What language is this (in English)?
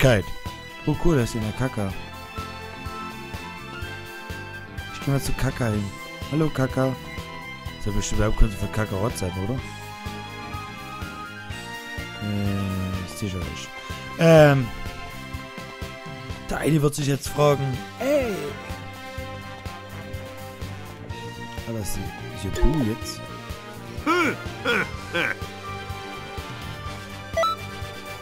German